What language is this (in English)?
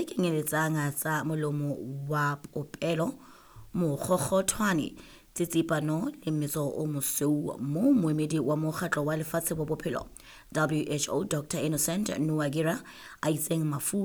Southern Sotho